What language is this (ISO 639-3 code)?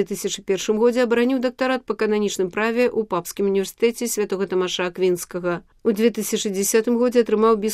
bel